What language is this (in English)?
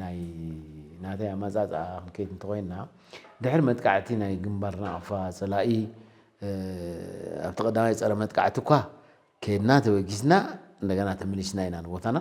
Tigrinya